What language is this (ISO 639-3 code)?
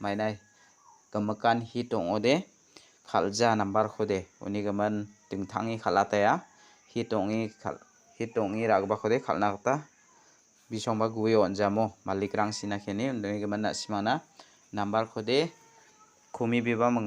grt